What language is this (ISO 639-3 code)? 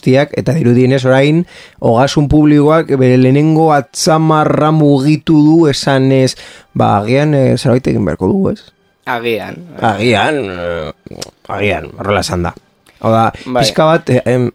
eus